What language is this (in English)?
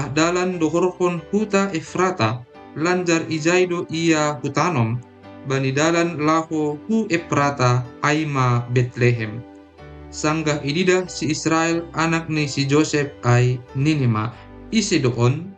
Batak Simalungun